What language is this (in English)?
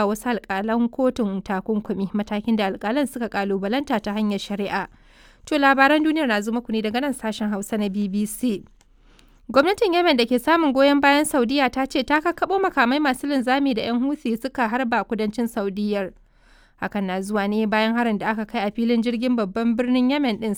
Hausa